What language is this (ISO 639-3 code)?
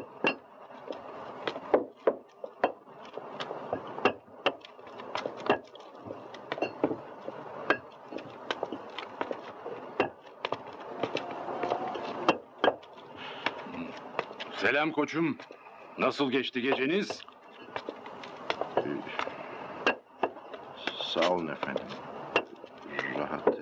tur